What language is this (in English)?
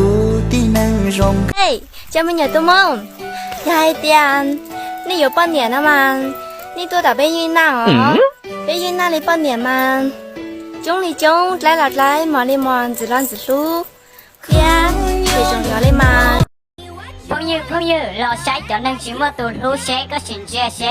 Hmong